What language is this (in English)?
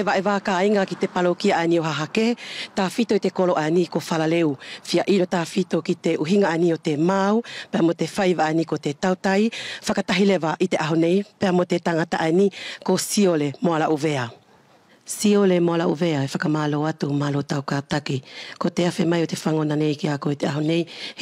Wallisian